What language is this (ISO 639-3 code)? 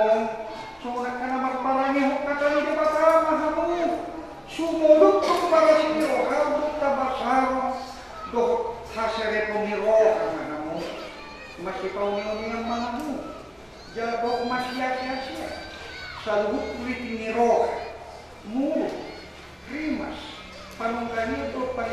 bbc